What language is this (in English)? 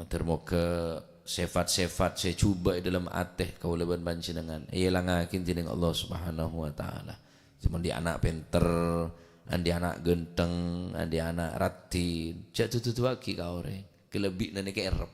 Madurese